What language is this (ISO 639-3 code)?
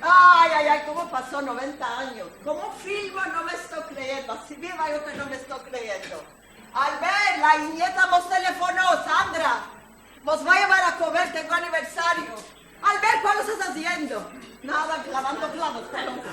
lad